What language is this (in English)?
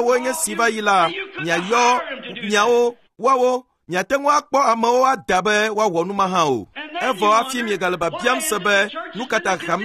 Ewe